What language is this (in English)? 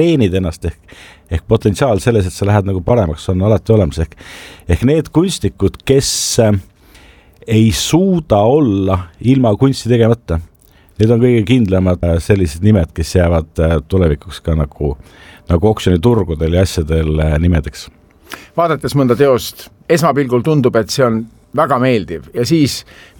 Estonian